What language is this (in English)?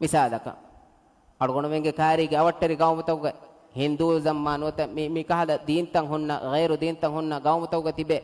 Divehi